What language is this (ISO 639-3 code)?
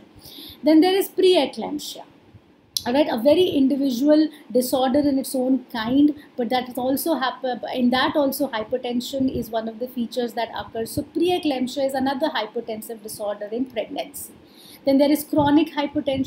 eng